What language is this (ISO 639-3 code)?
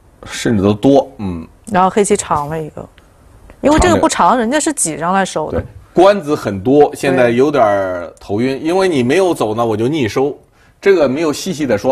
zho